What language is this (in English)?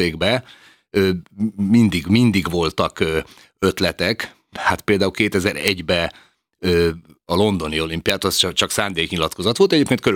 Hungarian